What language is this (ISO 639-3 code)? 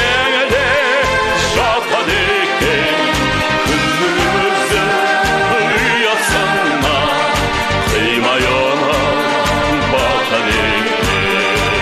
kaz